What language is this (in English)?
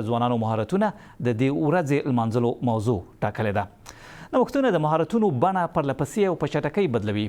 Pashto